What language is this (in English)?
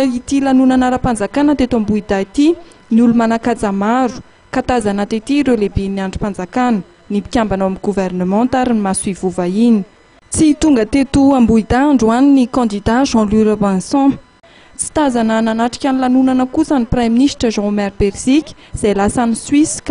Malagasy